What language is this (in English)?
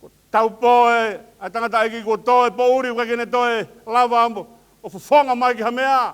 Tongan